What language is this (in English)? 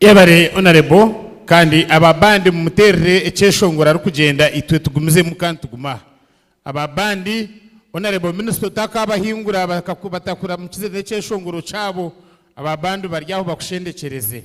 Nyankole